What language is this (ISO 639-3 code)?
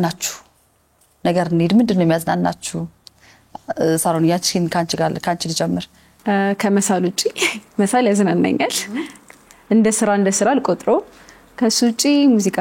amh